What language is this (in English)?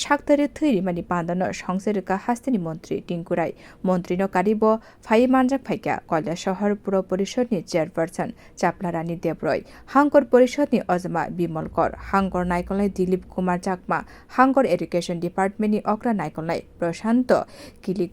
Kok Borok